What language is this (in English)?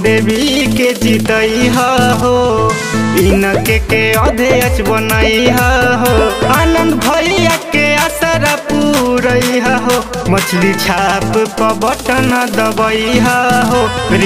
Bhojpuri